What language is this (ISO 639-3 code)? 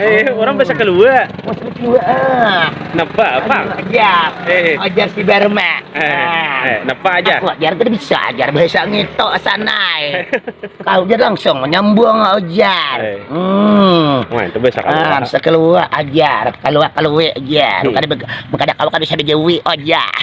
bjn